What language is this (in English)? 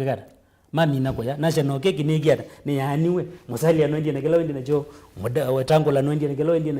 Kamba